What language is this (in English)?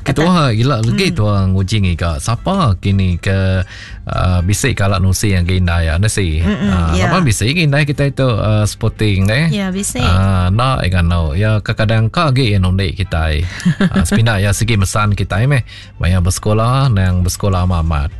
Iban